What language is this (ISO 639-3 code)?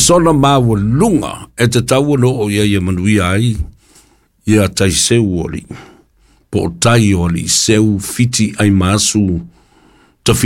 smo